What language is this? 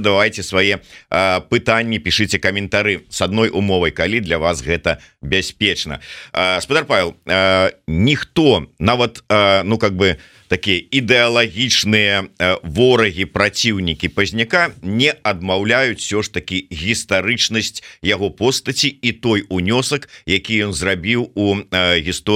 Belarusian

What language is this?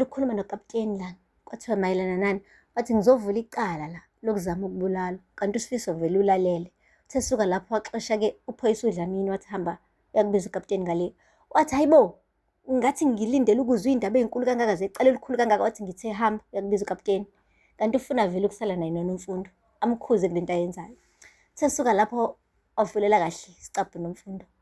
Zulu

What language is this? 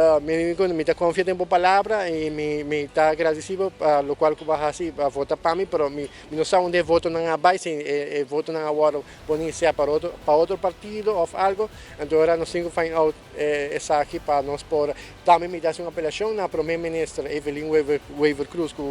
Papiamento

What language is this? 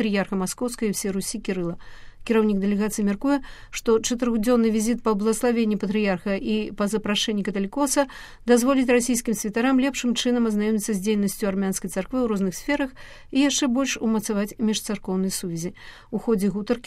Belarusian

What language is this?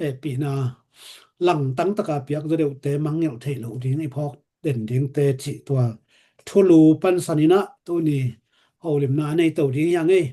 Tedim Chin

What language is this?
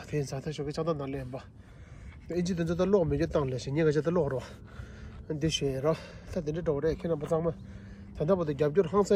Tibetan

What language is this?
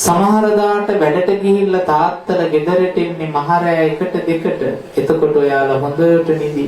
Sinhala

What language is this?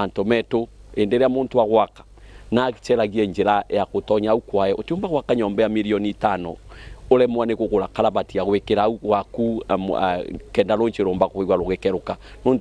Meru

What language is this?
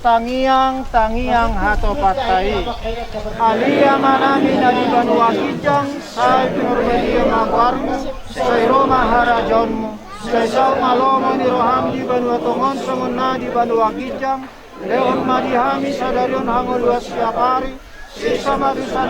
Batak Toba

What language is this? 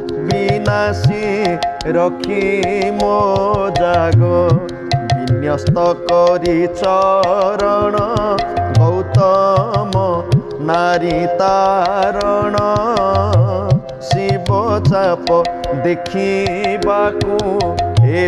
Odia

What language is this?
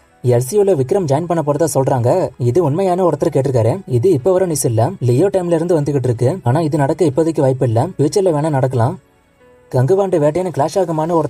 Tamil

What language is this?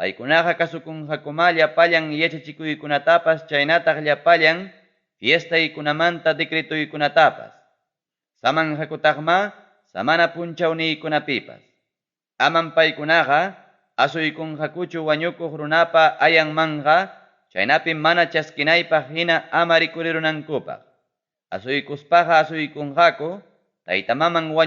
Ayacucho Quechua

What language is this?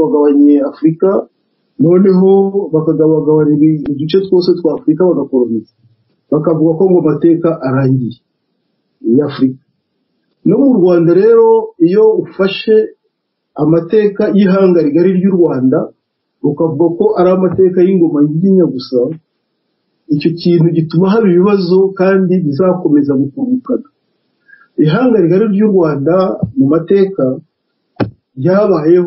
Kinyarwanda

